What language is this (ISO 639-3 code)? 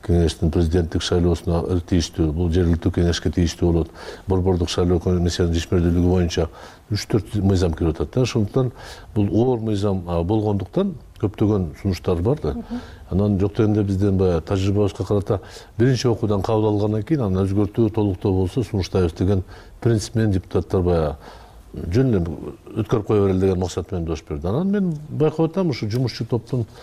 kir